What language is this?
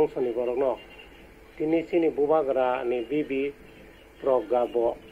Kok Borok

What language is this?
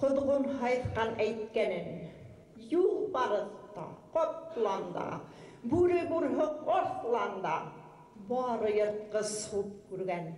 Bashkir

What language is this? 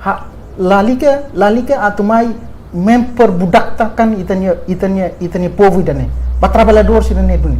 Tetum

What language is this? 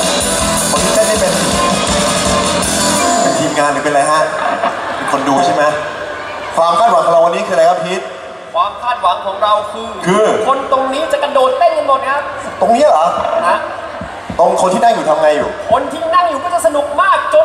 Thai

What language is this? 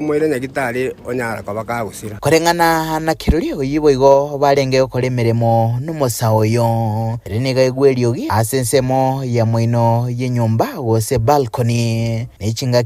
Gusii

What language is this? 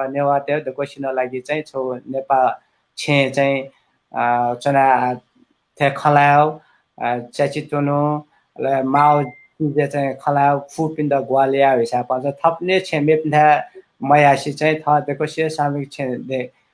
Newari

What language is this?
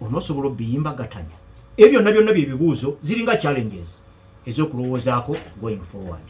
Ganda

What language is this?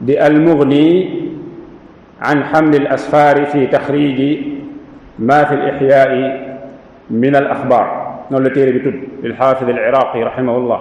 Wolof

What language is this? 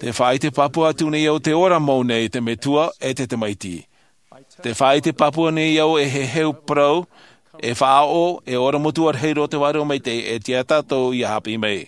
Tahitian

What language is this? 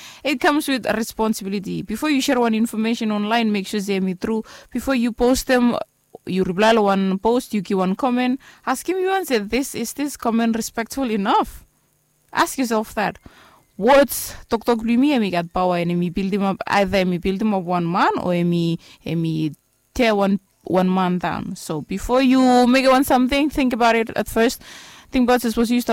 Bislama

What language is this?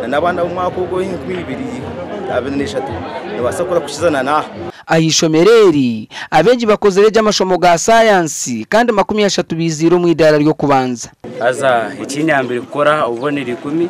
Nyankole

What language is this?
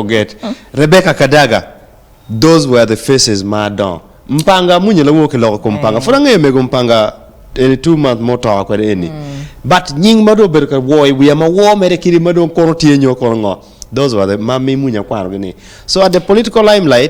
Acoli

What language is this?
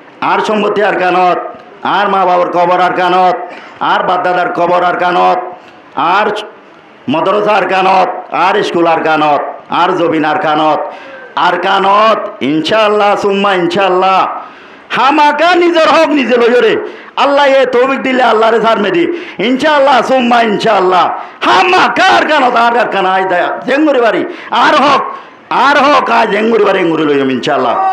Rohingya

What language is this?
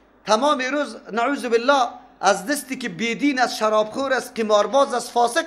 Persian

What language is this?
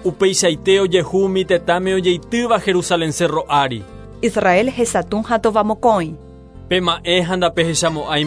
Guarani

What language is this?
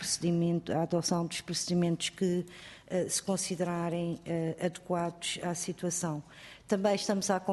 Portuguese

